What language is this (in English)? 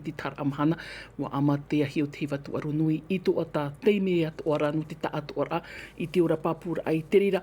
Tahitian